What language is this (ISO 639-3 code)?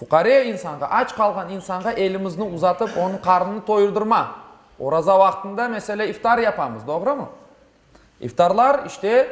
crh